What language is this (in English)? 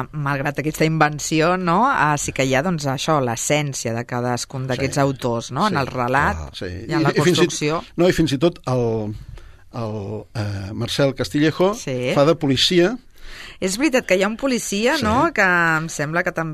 Catalan